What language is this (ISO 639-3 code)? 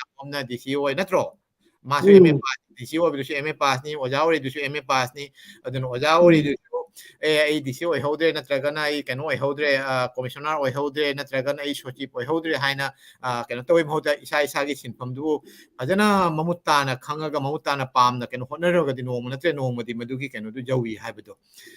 mni